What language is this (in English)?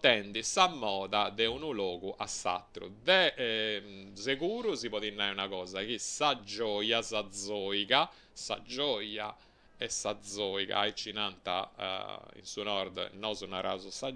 Sardinian